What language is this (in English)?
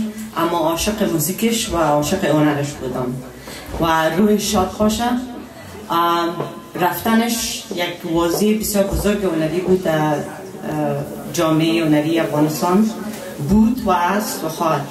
Persian